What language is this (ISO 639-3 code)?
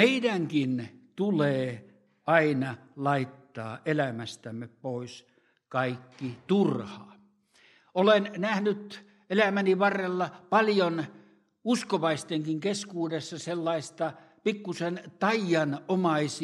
fin